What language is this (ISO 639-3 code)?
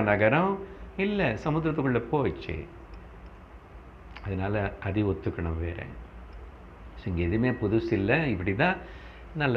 tam